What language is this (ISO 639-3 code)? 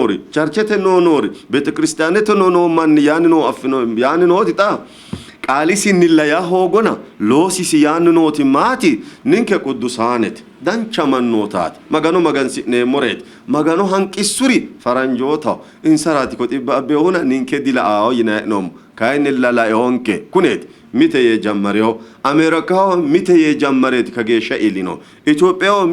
sid